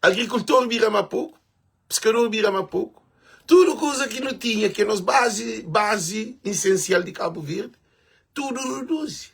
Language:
Kabuverdianu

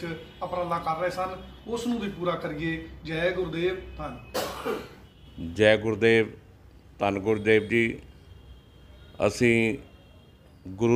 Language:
Punjabi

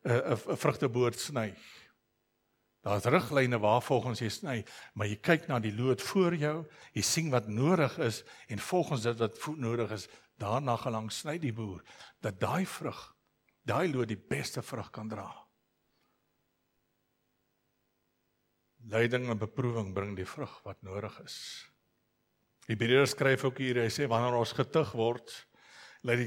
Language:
Afrikaans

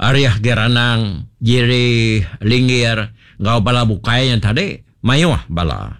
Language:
Iban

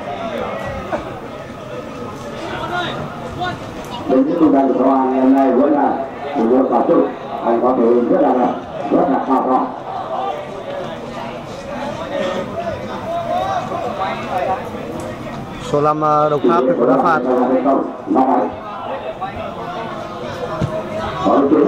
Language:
Vietnamese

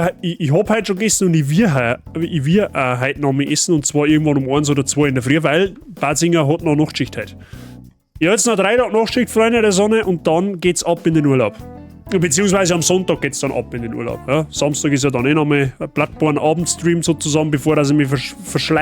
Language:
Bavarian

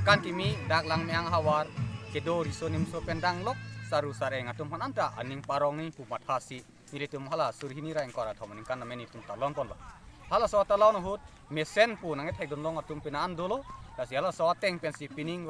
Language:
Karbi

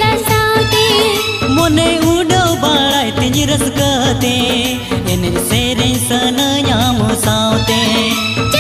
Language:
Santali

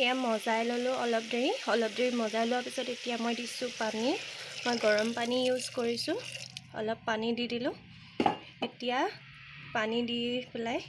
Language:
Assamese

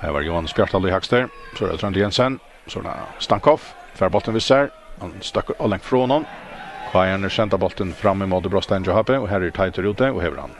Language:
Faroese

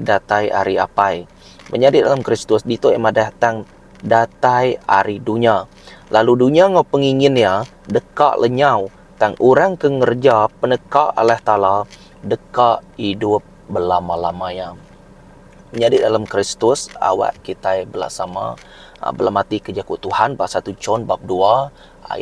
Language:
Iban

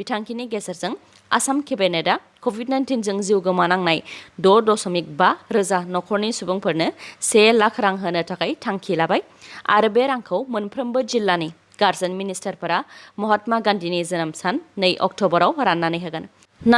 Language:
Bodo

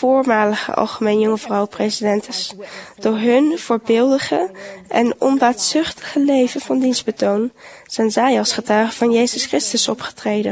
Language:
Dutch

